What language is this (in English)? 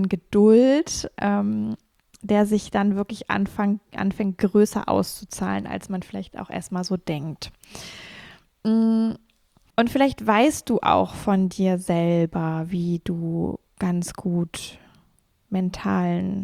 German